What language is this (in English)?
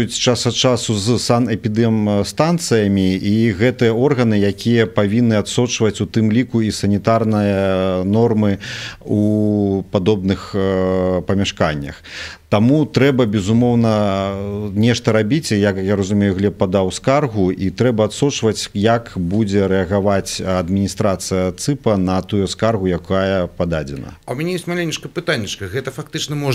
Belarusian